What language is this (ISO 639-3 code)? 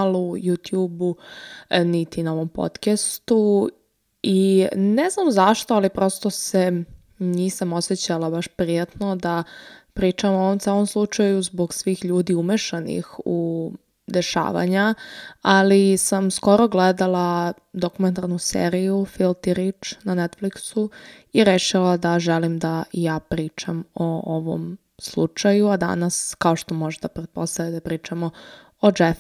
srp